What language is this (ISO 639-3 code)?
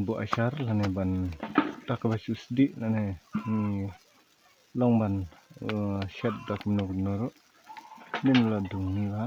kha